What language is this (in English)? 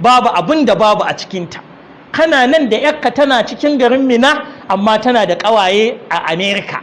Hausa